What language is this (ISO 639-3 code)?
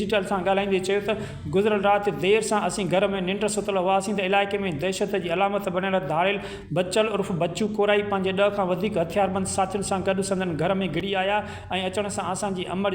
snd